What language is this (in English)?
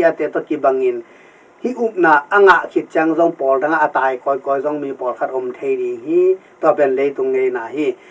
Tedim Chin